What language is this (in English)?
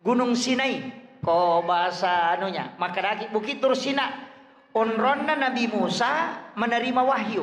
Buginese